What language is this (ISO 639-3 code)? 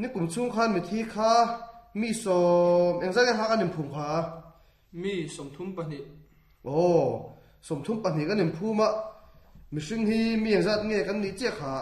lus